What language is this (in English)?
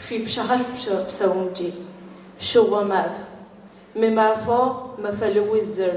Adyghe